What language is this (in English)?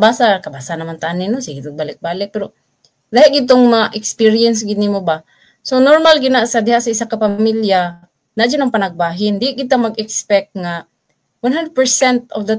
Cebuano